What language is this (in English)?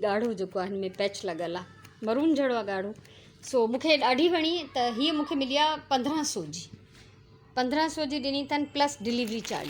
Sindhi